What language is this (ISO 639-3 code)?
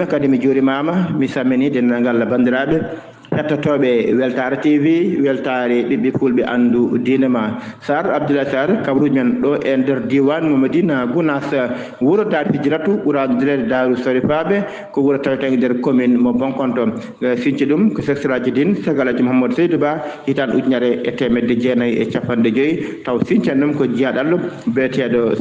ful